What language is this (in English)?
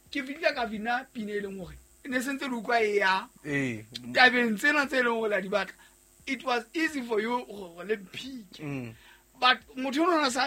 Southern Sotho